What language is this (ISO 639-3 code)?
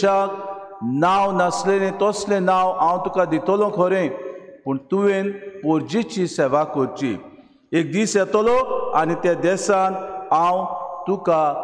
kok